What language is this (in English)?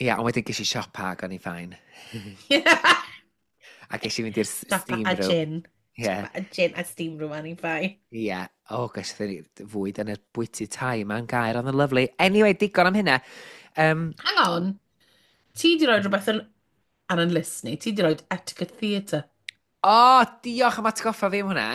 Welsh